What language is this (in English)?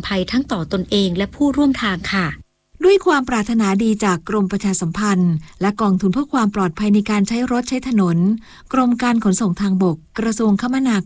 Thai